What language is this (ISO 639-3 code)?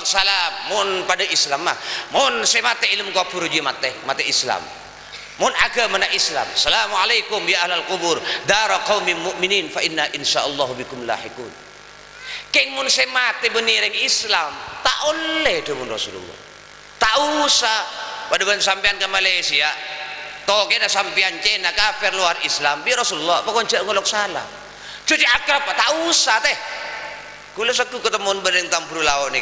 mad